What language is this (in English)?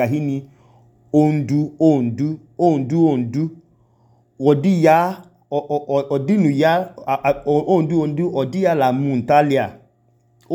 Idoma